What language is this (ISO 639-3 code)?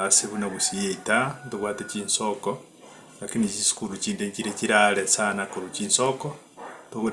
guz